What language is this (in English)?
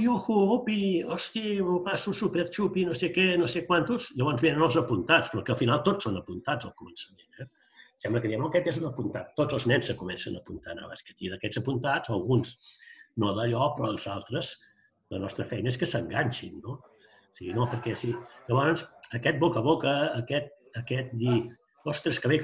Catalan